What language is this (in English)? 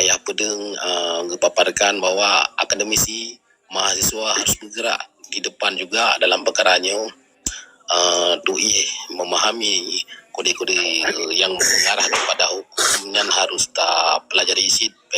Achinese